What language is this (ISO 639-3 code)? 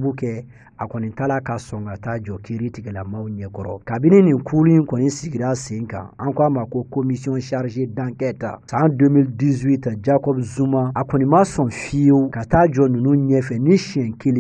bam